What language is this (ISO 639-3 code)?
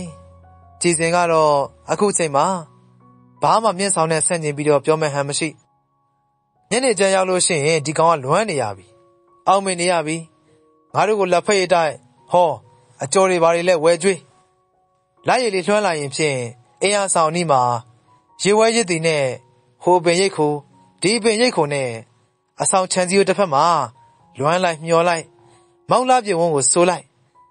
mya